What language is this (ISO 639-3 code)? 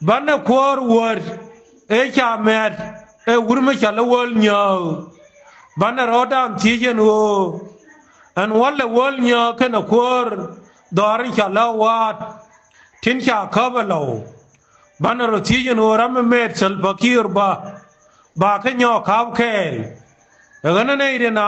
nus